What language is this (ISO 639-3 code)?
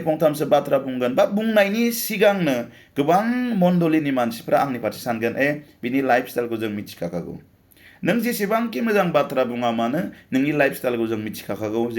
brx